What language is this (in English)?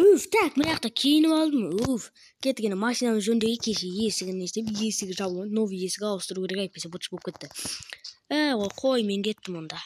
Kazakh